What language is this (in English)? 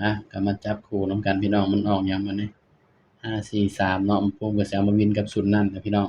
Northeastern Thai